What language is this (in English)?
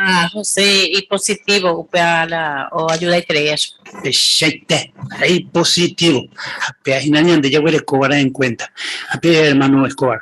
Guarani